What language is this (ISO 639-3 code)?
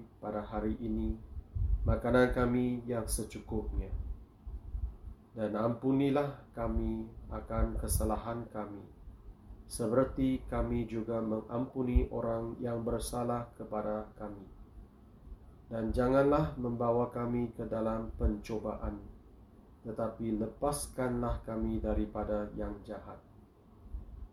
msa